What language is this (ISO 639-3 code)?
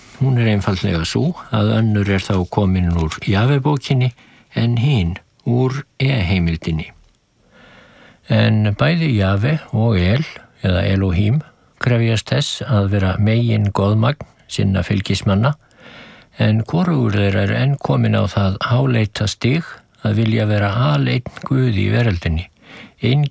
isl